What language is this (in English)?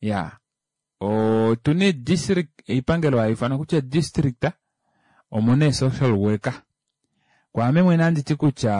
Kuanyama